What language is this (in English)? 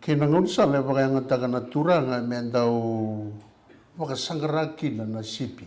Fijian